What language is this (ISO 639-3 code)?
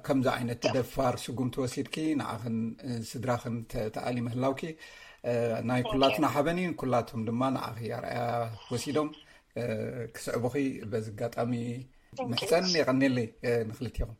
tir